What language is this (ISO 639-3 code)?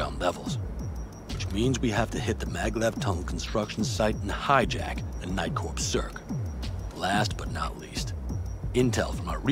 eng